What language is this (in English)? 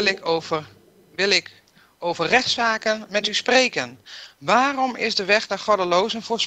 Dutch